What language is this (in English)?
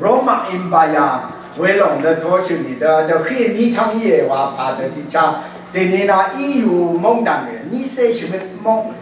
Rawang